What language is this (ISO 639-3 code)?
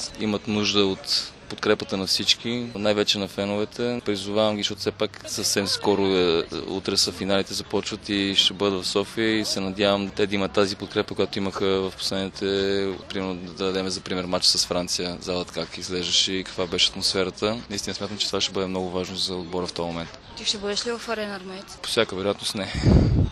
bul